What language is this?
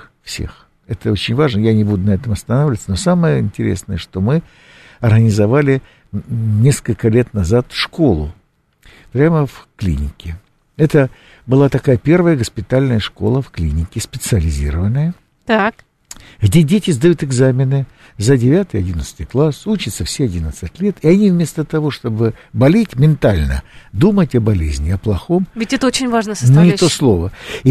Russian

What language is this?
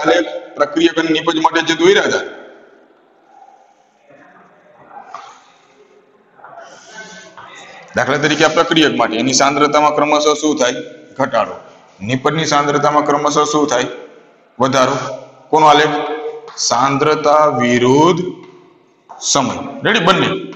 Gujarati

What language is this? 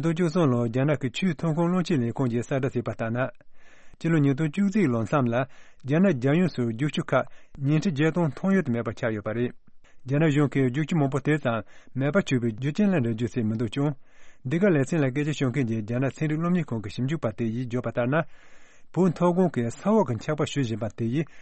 Tibetan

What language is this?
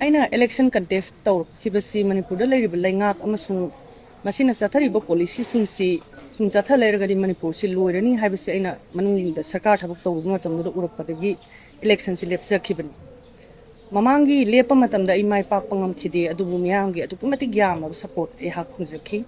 Manipuri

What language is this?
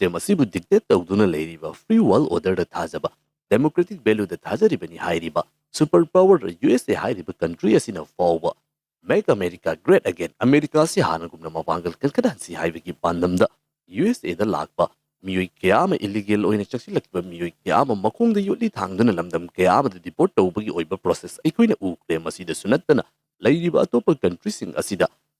Manipuri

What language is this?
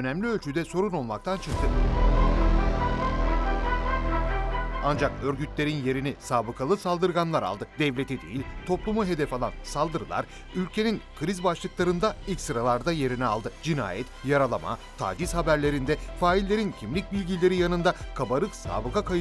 Turkish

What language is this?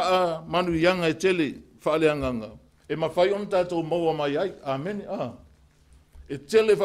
Samoan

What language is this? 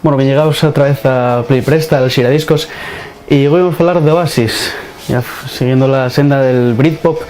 Asturian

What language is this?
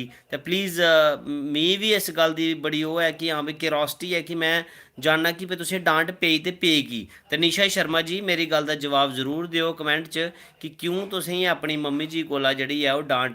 Dogri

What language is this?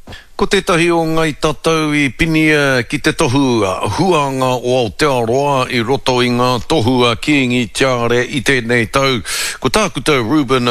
Māori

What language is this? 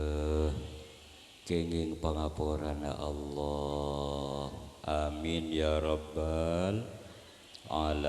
Madurese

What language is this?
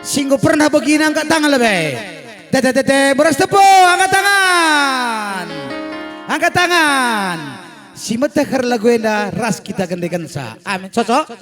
Batak Karo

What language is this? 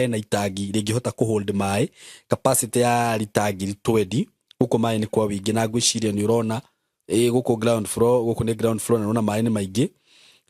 Kikuyu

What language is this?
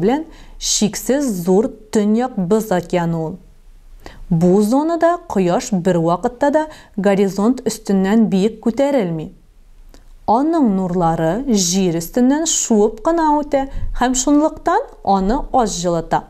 Tatar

